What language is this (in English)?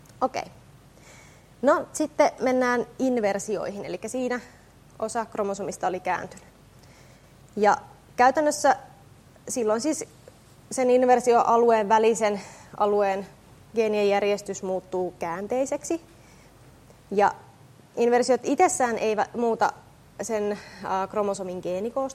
Finnish